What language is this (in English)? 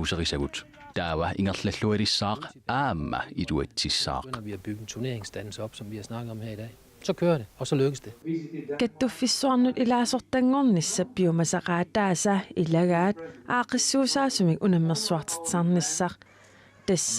Kalaallisut